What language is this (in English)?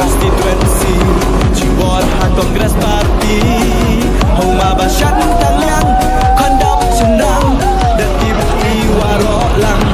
Khasi